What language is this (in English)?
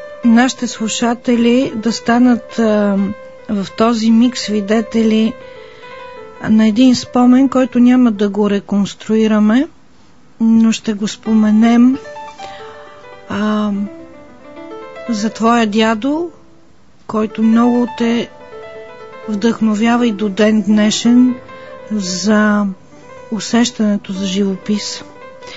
Bulgarian